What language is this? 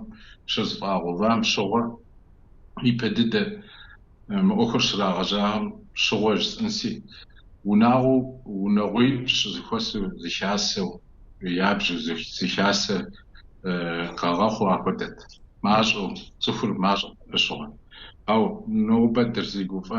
Kabardian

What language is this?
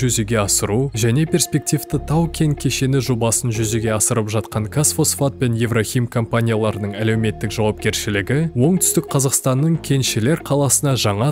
Kazakh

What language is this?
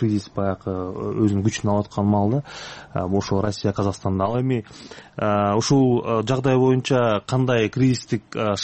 Kyrgyz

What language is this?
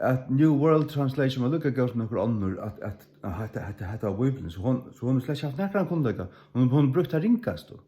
Faroese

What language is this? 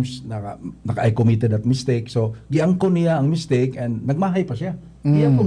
Cebuano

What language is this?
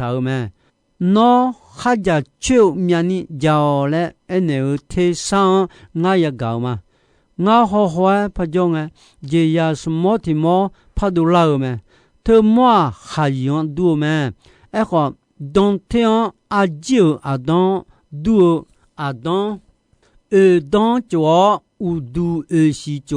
Akha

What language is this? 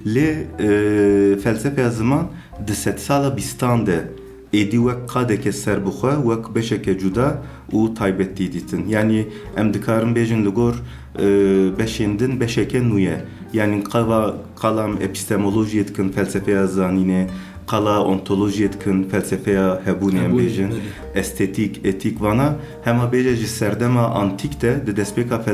Kurdish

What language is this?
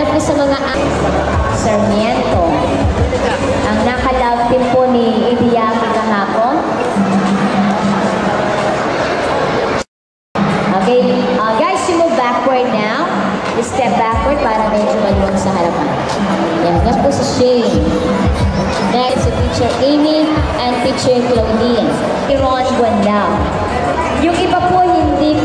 Filipino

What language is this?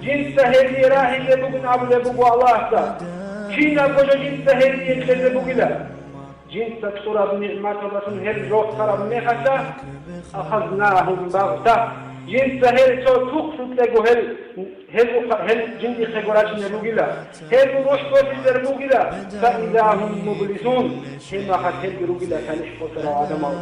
Avaric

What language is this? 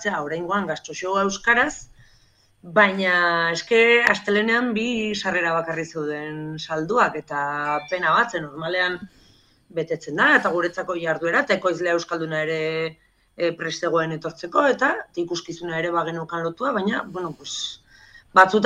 Basque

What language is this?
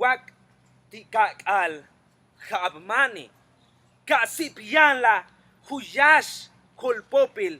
Yucateco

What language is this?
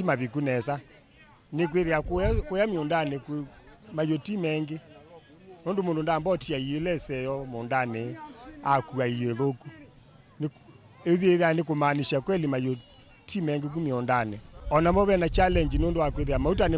Kamba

